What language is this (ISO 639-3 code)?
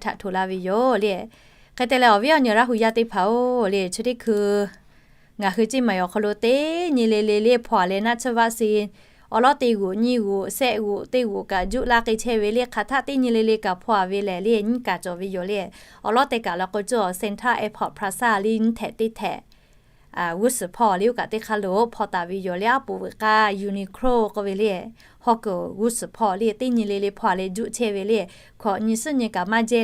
lhu